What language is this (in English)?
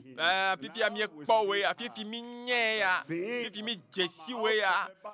Ewe